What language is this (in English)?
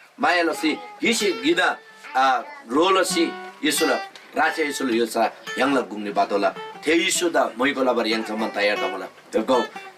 Eastern Tamang